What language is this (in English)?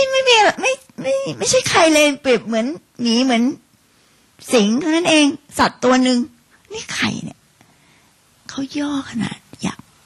Thai